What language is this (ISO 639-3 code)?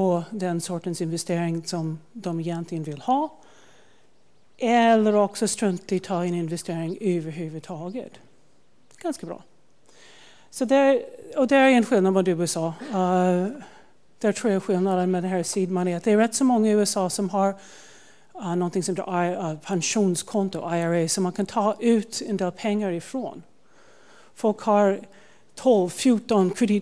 swe